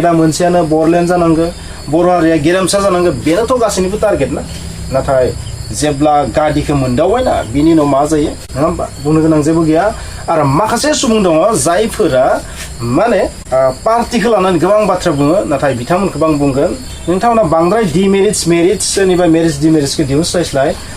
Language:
Bodo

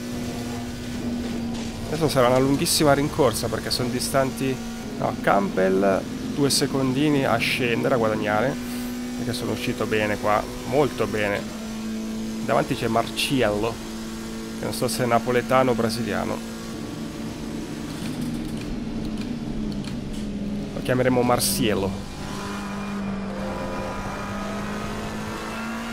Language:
Italian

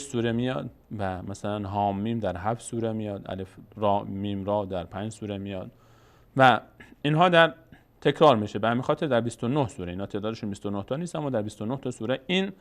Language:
Persian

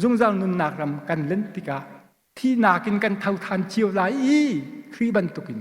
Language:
Hakha Chin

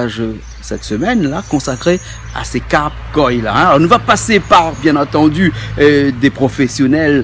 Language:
Réunion Creole French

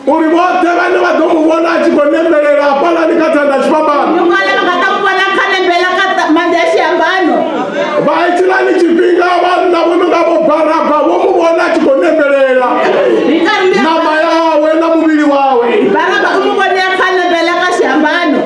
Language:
Venda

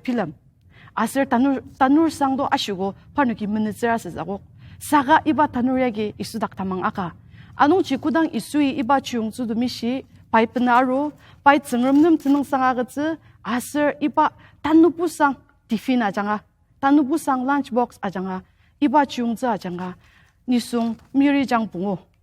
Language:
Ao Naga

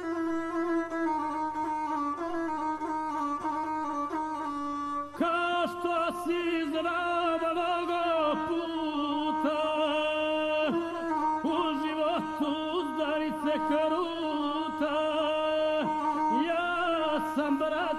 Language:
Croatian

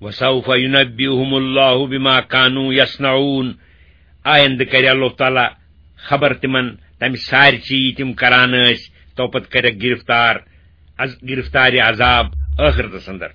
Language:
Kashmiri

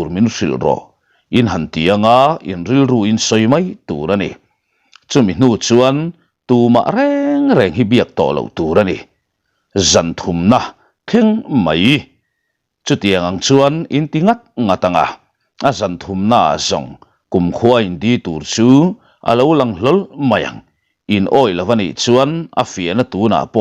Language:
Mizo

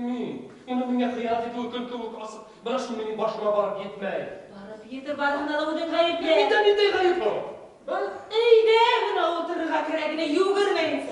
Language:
Bashkir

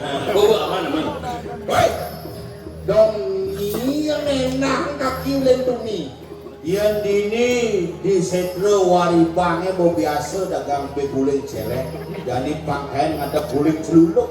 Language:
Balinese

